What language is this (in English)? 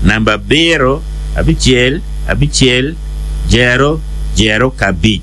Acoli